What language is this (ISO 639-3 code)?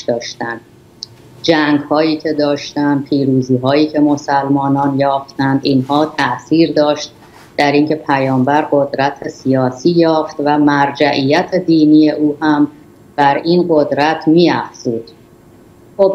fas